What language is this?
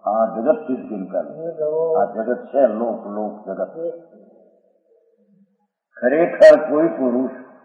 Gujarati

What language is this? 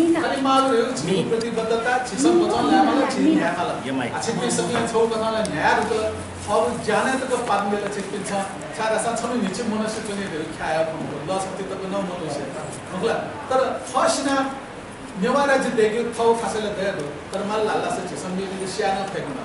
Newari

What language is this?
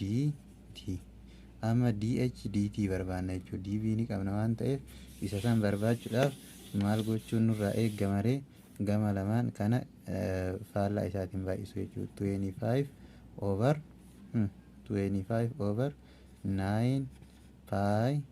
Oromo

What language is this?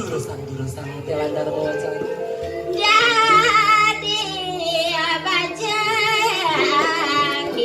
Balinese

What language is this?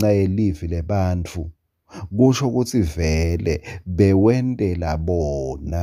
Swati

